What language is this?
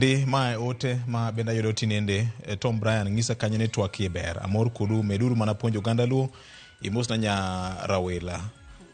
Luo (Kenya and Tanzania)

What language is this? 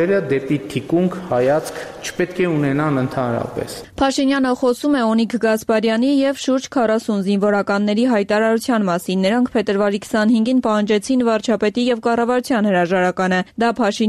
Armenian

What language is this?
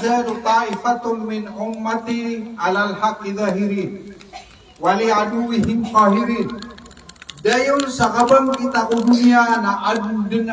Maranao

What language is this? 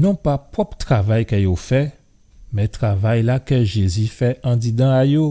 Guadeloupean Creole French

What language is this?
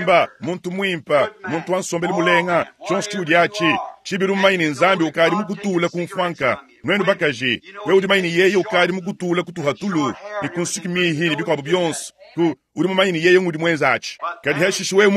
Luba-Lulua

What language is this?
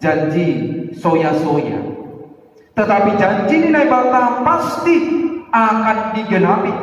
Batak Simalungun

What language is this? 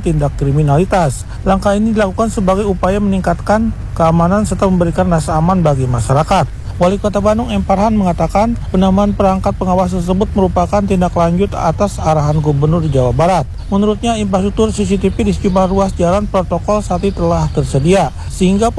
Indonesian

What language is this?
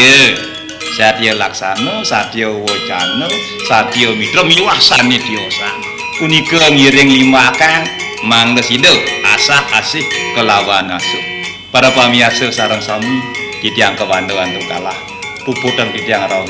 Balinese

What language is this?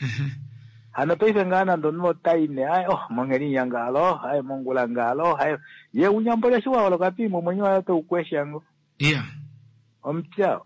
Kuanyama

